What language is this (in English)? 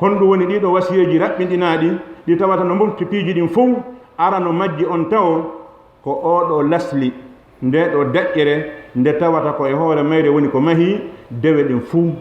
Fula